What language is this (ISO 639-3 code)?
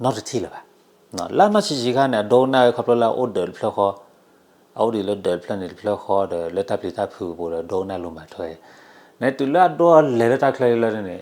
ksw